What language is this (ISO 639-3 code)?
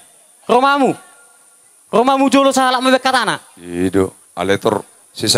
bbc